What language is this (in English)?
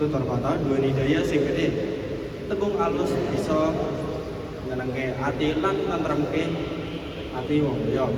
Javanese